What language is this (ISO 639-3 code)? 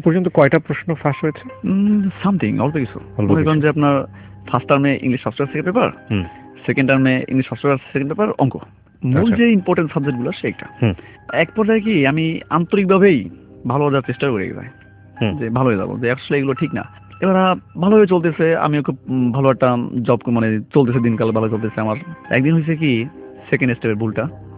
ben